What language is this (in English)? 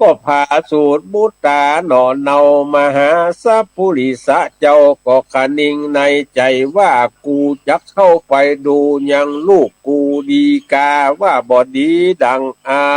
Northern Thai